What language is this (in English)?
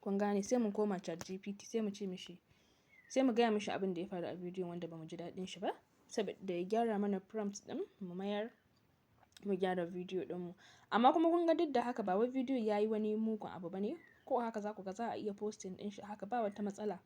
Hausa